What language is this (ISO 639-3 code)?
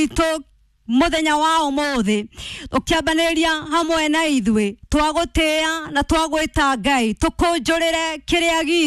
kik